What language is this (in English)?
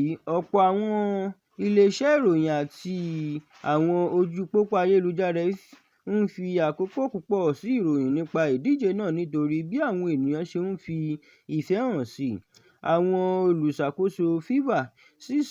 Yoruba